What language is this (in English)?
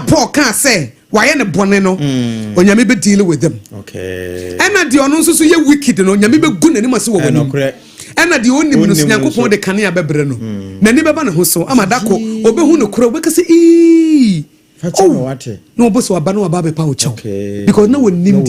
Akan